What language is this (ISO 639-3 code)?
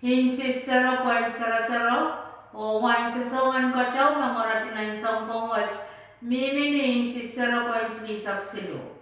pon